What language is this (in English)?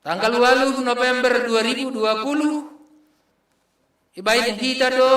Batak Simalungun